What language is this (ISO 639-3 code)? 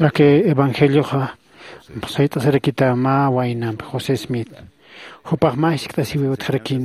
aym